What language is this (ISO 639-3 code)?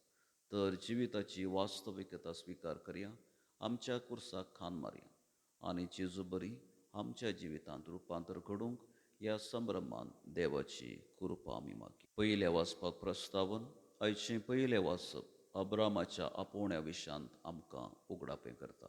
kok